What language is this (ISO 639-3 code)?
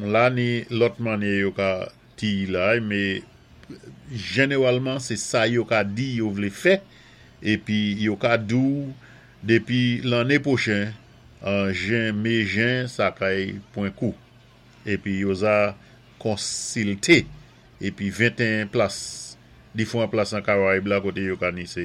acf